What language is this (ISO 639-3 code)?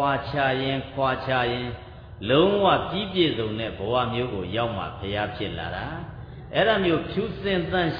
mya